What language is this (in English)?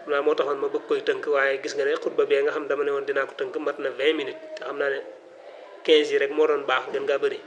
Wolof